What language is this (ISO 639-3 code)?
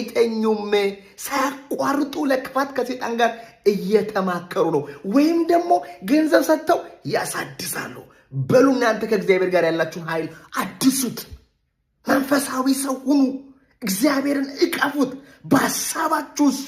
amh